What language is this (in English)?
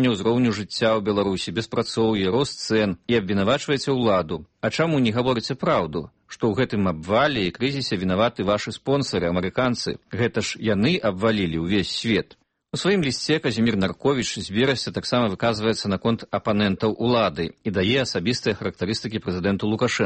Belarusian